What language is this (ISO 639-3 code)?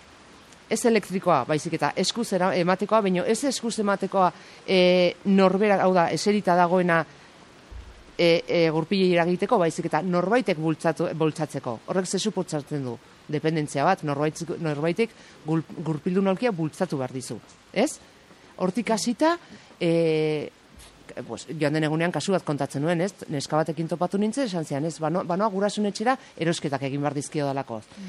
eus